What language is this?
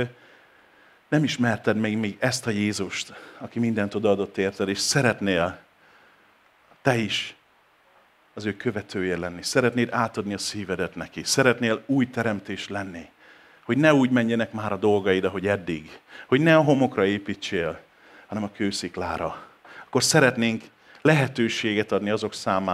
Hungarian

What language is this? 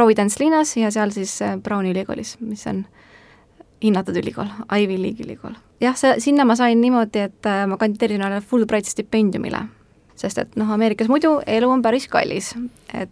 Estonian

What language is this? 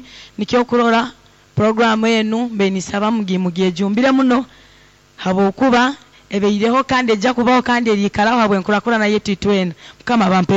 Nyankole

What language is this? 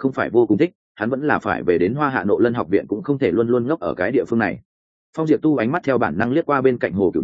Vietnamese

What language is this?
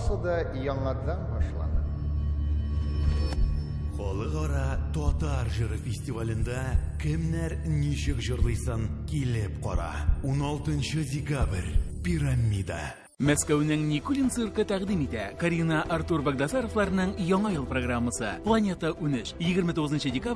Tatar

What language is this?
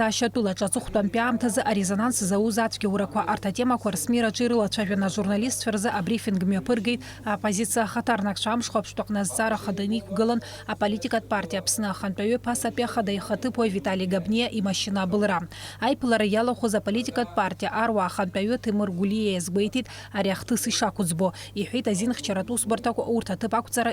Abkhazian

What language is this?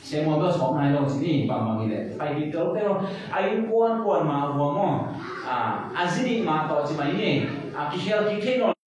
Tedim Chin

